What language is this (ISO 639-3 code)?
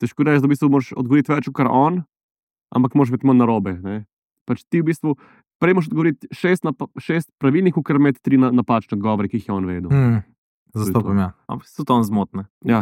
slv